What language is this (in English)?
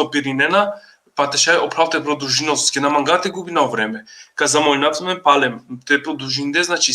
Balkan Romani